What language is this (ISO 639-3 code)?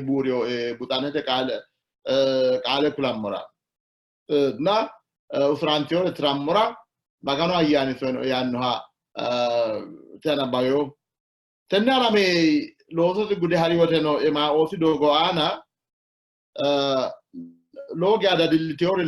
sid